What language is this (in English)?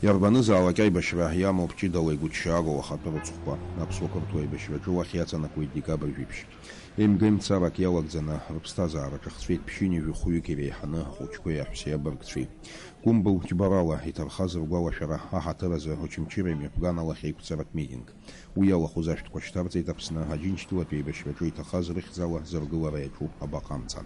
Abkhazian